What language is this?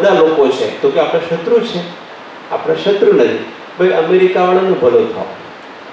Gujarati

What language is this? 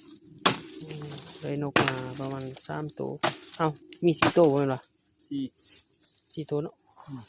Lao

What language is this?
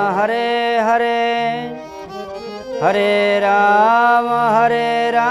Odia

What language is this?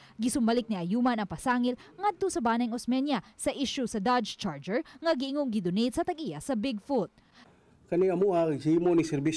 Cebuano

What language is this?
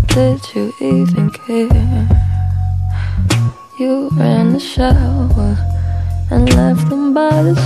English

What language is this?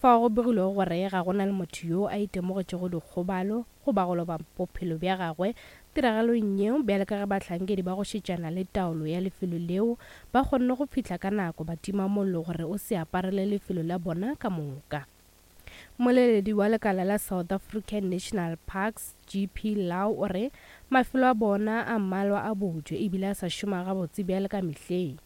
Northern Sotho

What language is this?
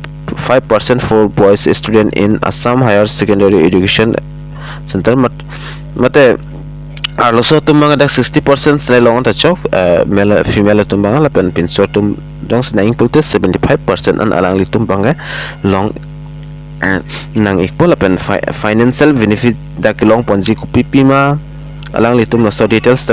Karbi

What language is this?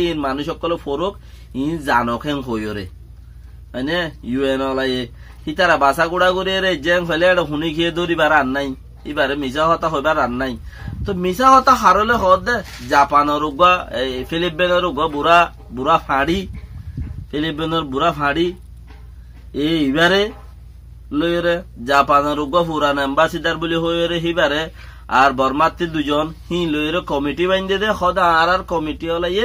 Rohingya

